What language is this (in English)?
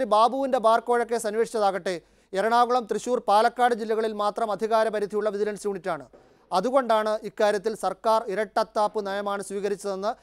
Malayalam